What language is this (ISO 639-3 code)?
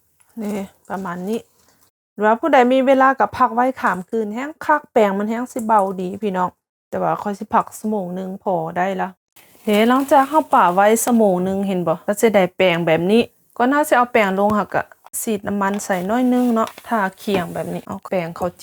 lao